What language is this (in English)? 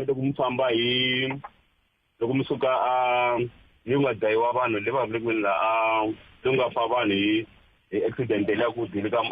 Tsonga